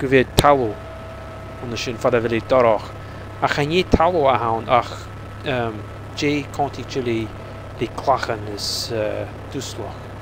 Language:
Scottish Gaelic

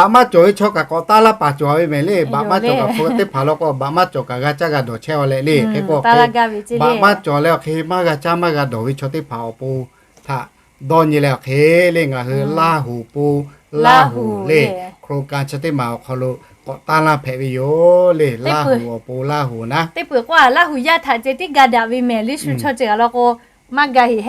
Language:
Lahu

